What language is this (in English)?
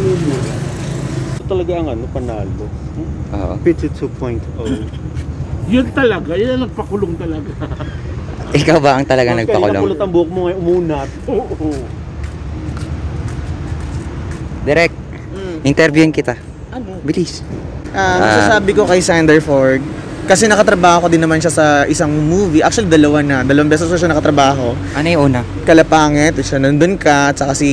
Filipino